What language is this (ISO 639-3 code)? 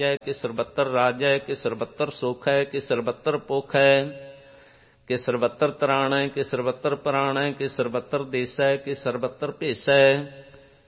pan